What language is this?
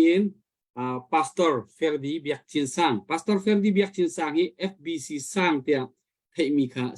Hakha Chin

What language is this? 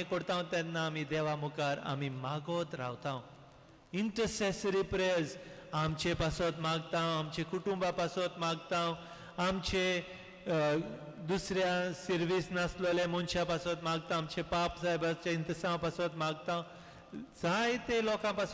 Konkani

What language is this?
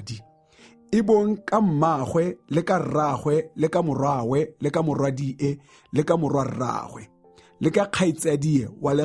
Tswana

